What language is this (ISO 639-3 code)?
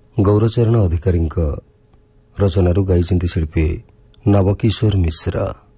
ori